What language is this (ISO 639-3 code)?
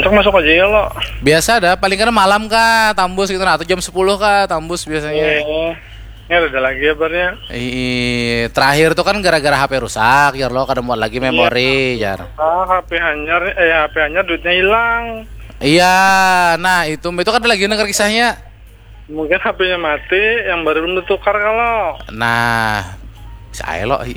bjn